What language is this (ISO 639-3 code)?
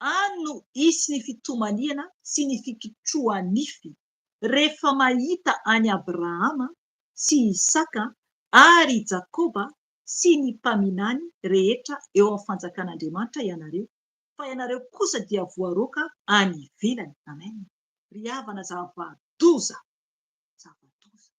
mlg